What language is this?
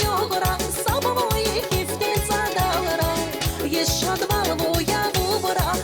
Tabassaran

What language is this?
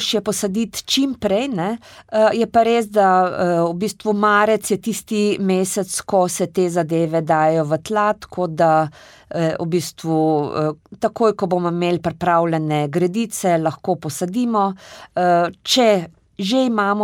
Slovenian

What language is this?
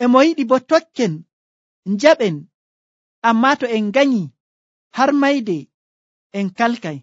Nigerian Fulfulde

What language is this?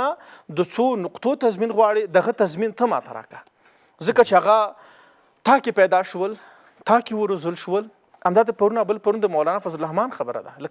Pashto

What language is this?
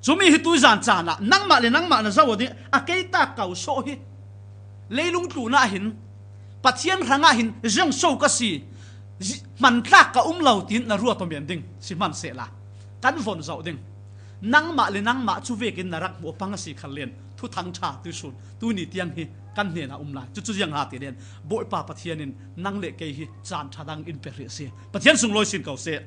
Falam Chin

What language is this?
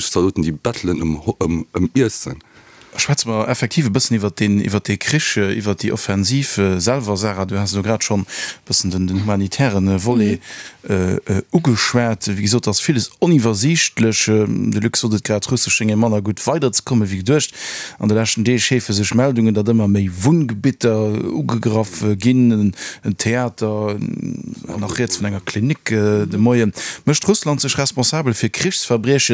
Luxembourgish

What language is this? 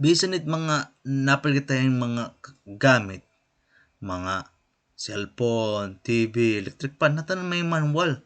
Waray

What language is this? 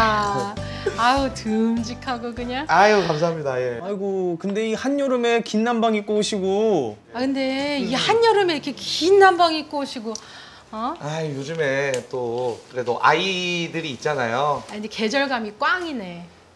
Korean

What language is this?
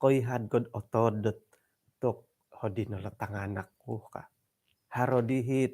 Central Dusun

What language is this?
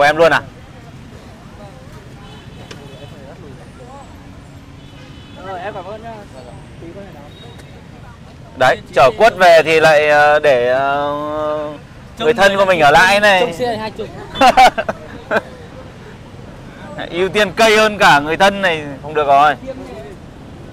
Vietnamese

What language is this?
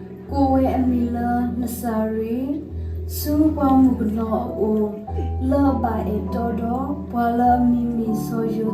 S'gaw Karen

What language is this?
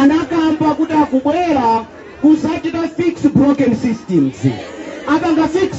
Nyanja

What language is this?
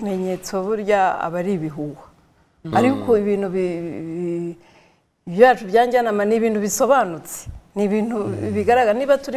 Kinyarwanda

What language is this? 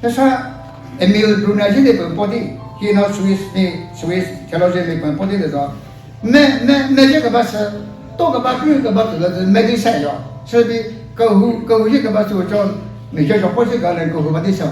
Chokri Naga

